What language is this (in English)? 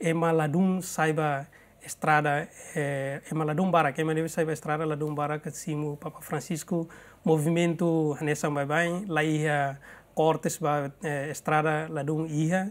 Tetum